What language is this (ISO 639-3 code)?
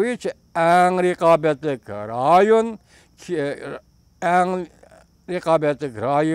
uig